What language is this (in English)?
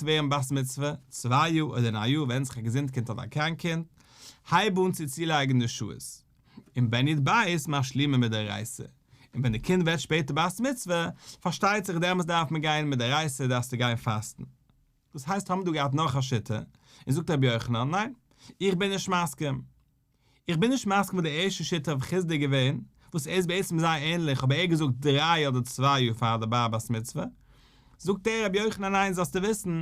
Yiddish